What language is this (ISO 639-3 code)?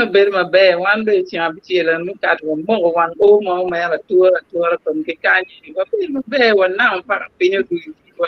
ach